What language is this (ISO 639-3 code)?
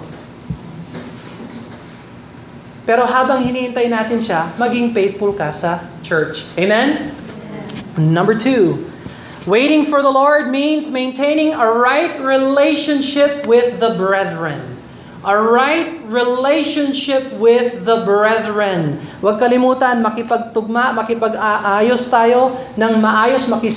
fil